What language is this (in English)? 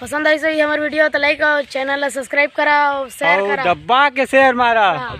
Chhattisgarhi